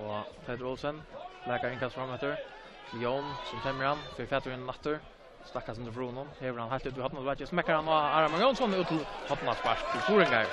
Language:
Faroese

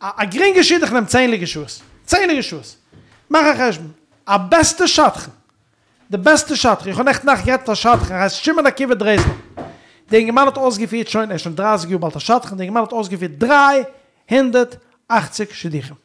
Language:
Yiddish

